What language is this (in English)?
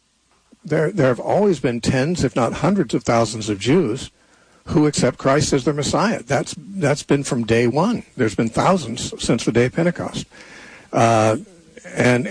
English